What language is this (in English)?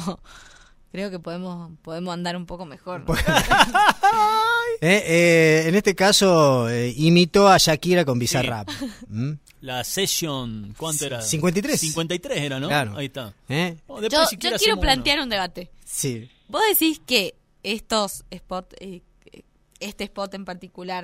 Spanish